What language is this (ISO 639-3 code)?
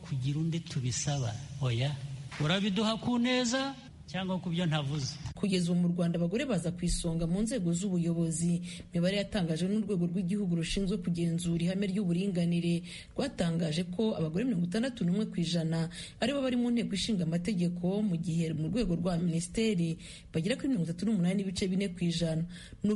kin